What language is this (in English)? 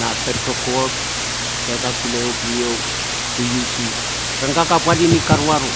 Pohnpeian